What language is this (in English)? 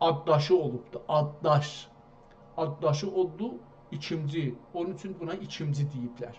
South Azerbaijani